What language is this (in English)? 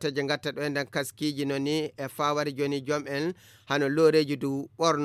Fula